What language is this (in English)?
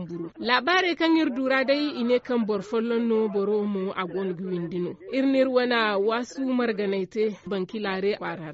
Zarma